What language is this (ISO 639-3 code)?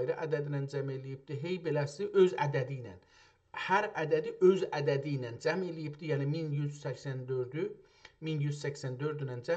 azb